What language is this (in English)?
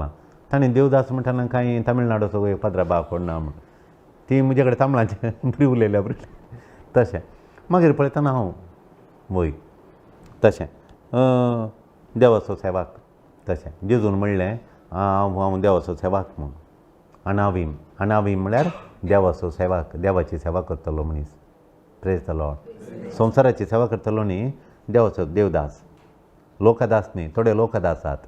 Konkani